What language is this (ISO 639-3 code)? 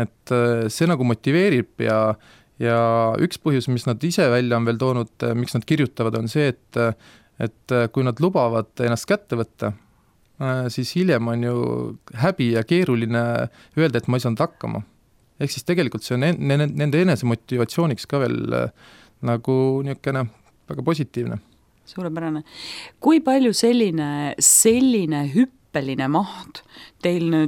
est